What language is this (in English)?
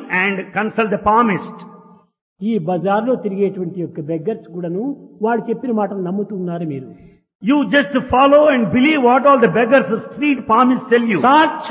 Telugu